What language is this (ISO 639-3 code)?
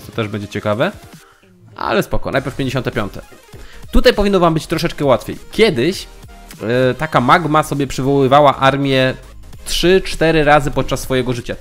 pol